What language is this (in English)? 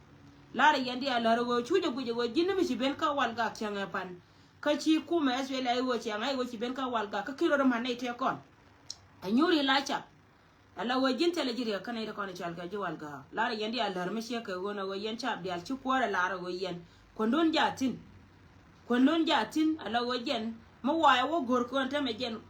Nuer